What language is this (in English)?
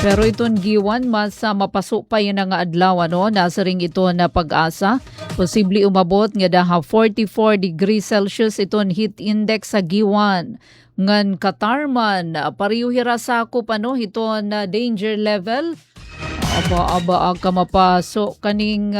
Waray